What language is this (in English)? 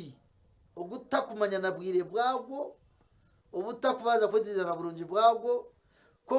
Nyankole